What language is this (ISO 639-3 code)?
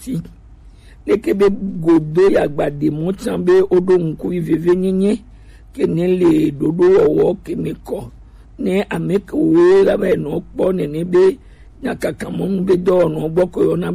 gej